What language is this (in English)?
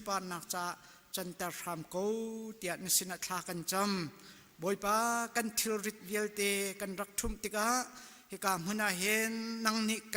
Hakha Chin